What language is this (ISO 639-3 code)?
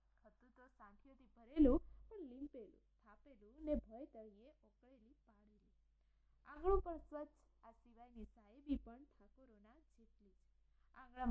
guj